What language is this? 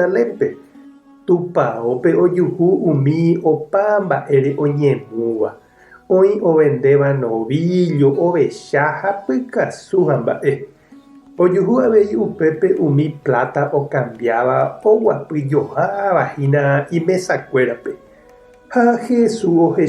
Guarani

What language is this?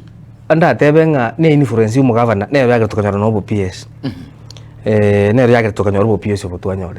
Gusii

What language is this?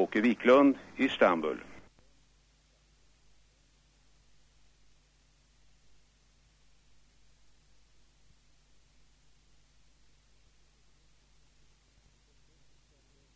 Swedish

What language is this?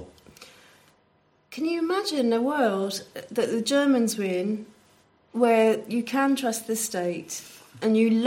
English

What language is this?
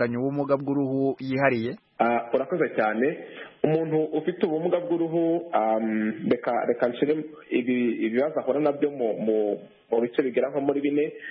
Kinyarwanda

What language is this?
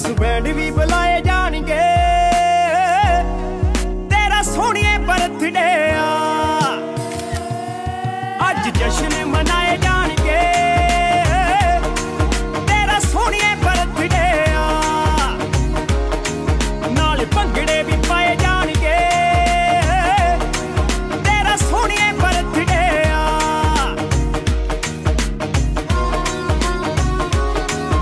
Punjabi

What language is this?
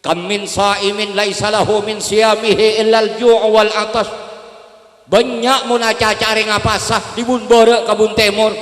Madurese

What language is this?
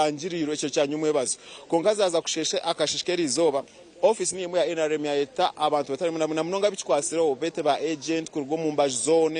Nyankole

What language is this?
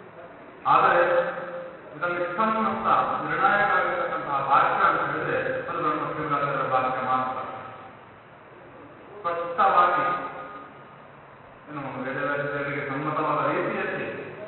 Kannada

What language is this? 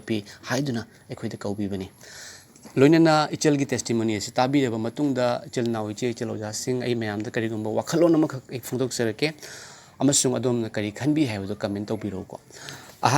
Manipuri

